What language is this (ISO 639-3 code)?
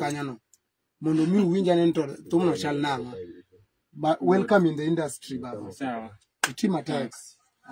luo